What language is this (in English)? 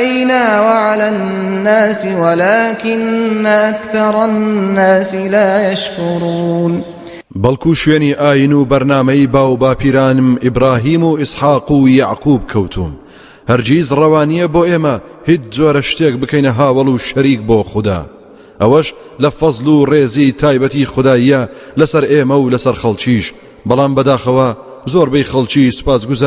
Central Kurdish